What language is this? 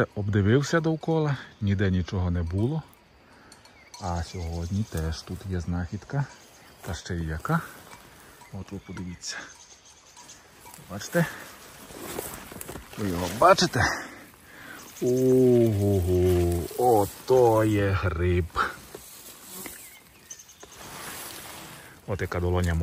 Ukrainian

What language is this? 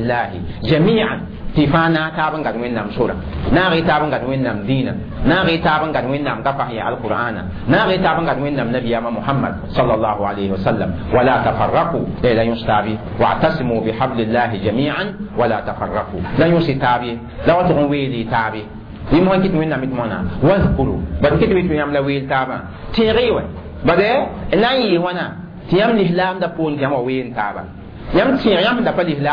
Mossi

